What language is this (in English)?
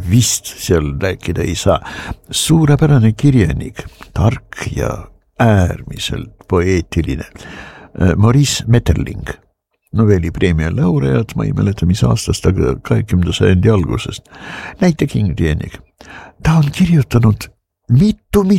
Estonian